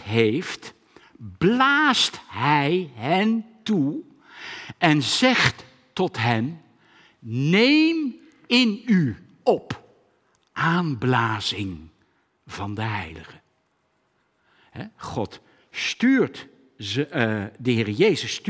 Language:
Dutch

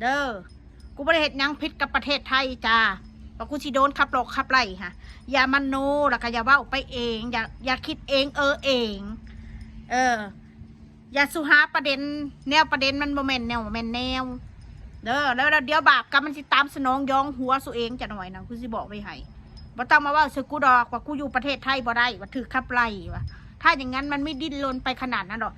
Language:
Northeastern Thai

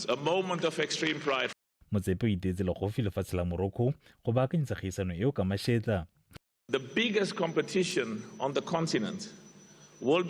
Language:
Tswana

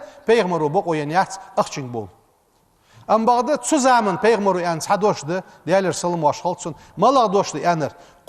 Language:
Ingush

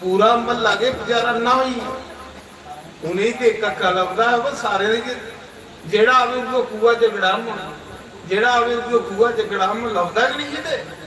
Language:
Dogri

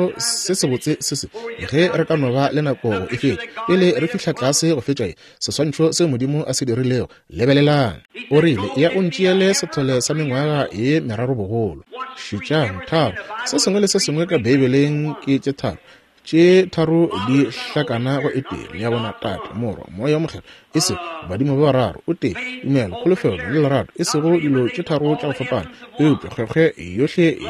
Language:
Northern Sotho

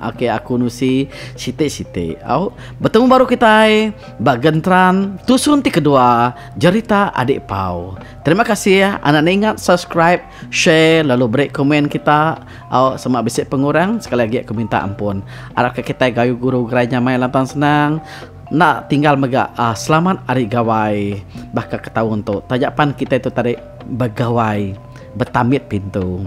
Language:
Iban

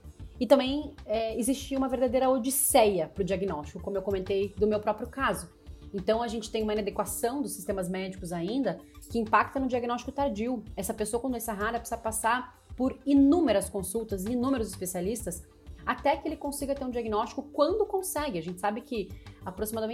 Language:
Portuguese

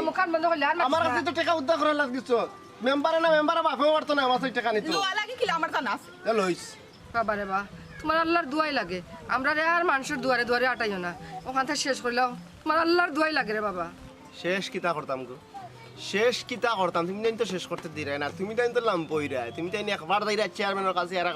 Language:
Sylheti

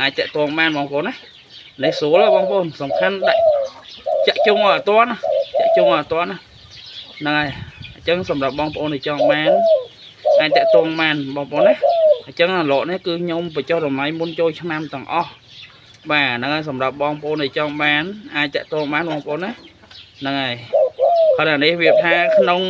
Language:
Khmer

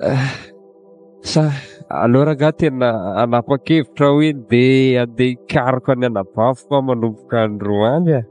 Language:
Malagasy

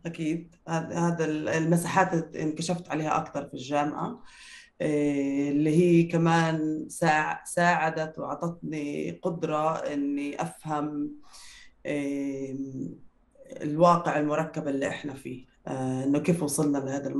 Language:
North Levantine Arabic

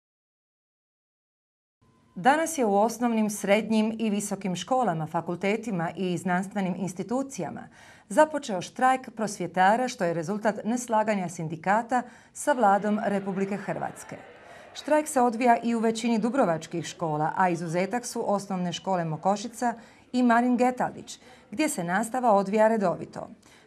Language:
Croatian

